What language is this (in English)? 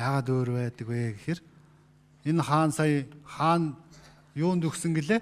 Mongolian